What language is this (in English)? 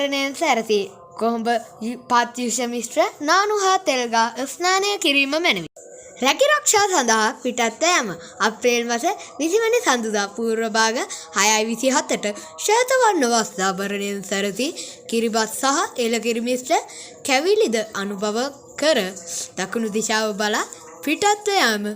Sinhala